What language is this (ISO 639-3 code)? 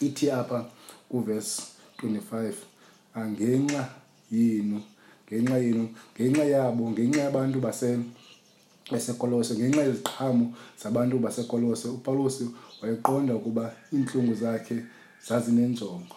xho